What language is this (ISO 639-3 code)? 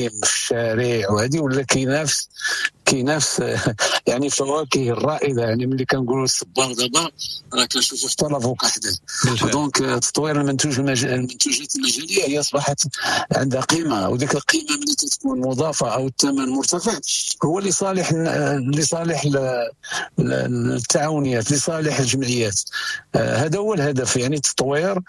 ary